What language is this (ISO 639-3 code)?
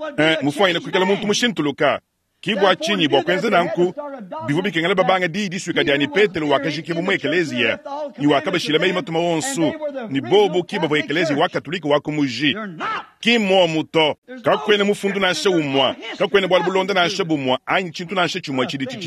lua